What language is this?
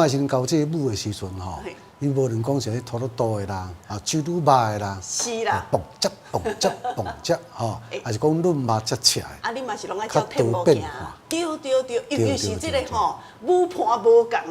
Min Nan Chinese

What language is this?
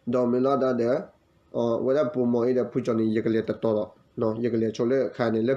S'gaw Karen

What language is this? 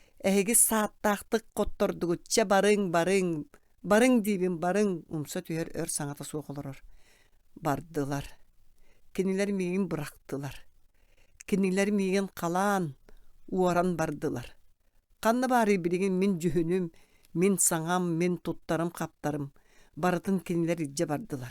Yakut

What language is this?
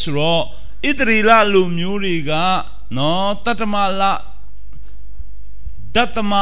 Burmese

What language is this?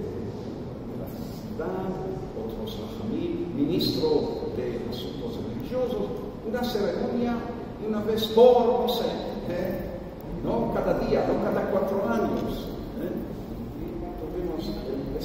Ladino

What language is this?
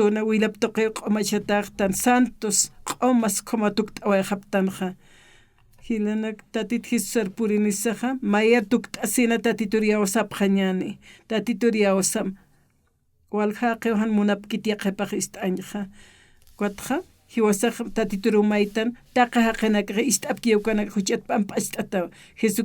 Aymara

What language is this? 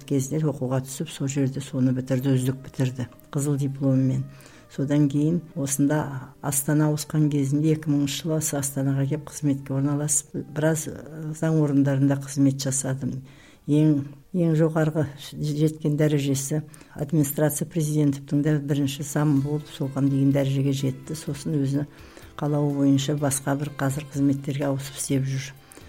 Kazakh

